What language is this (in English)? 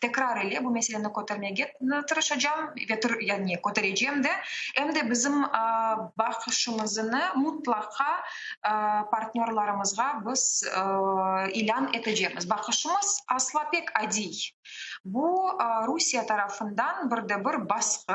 Crimean Tatar